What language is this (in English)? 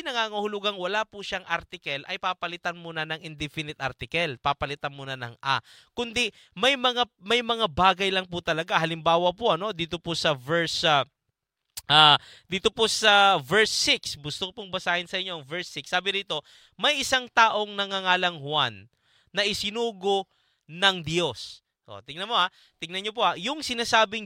Filipino